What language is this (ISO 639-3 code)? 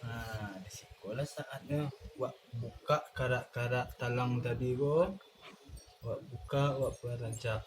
min